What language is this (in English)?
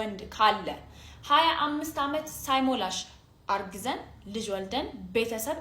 Amharic